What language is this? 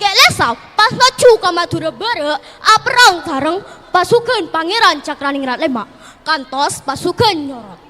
Madurese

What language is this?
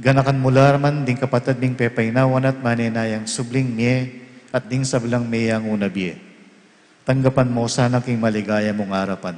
Pampanga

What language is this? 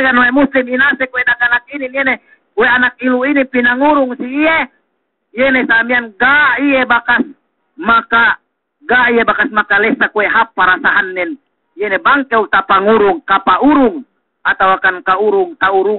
Yakan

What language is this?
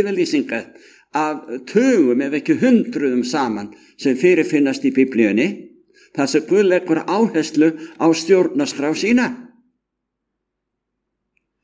Icelandic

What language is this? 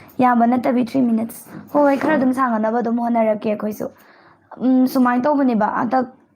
Manipuri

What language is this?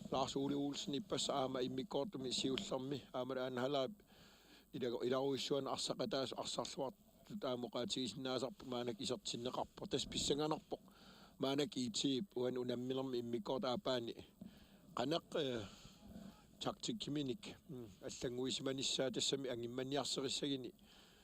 Kalaallisut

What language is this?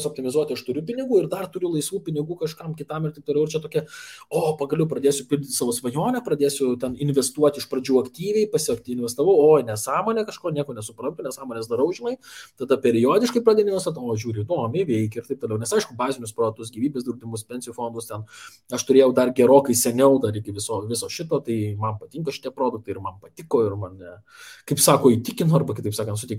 Lithuanian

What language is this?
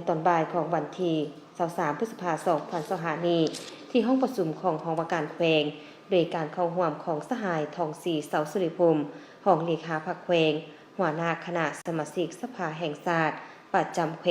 Lao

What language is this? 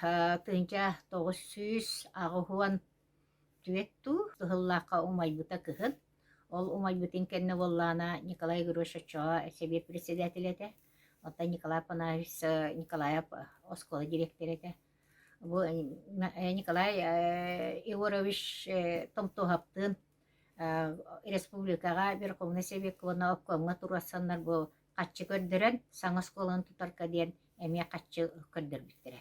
Yakut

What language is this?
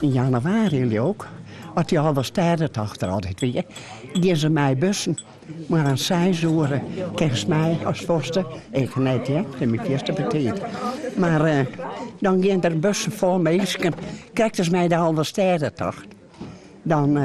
Western Frisian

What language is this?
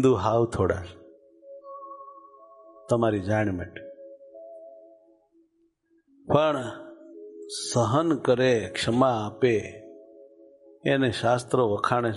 Gujarati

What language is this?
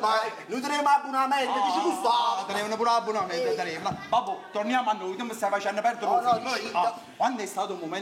Neapolitan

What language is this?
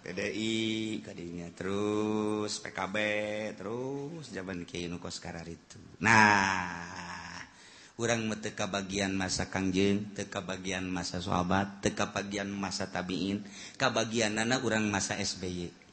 Sundanese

